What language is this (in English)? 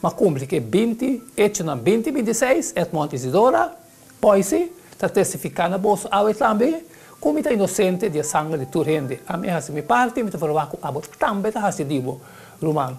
Papiamento